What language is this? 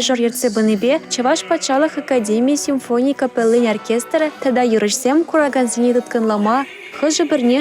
Chuvash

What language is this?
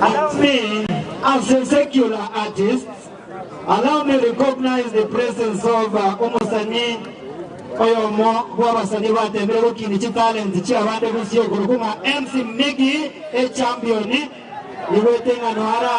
Gusii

